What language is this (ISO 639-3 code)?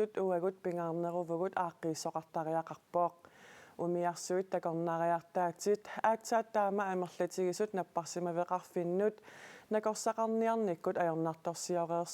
kal